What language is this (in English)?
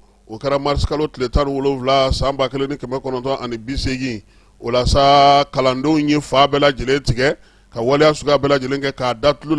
Bambara